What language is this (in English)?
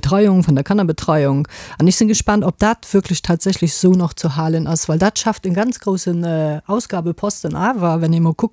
Luxembourgish